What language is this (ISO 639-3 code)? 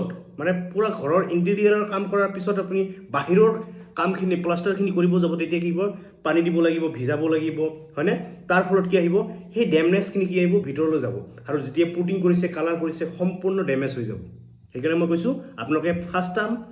asm